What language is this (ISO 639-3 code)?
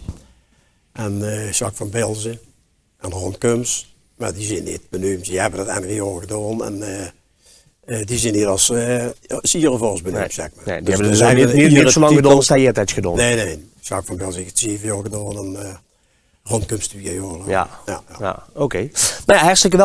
lim